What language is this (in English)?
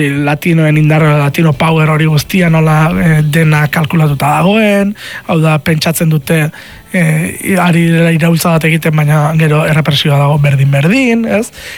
Basque